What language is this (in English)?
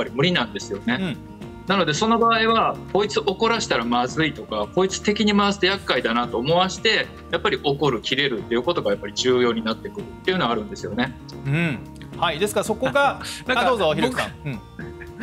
Japanese